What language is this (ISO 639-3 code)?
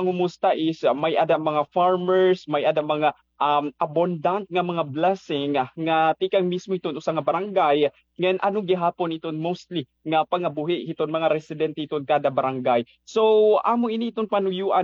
war